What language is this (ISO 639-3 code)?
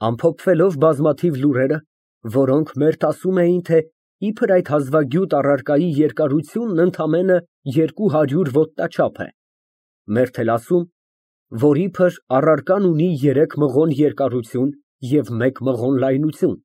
hye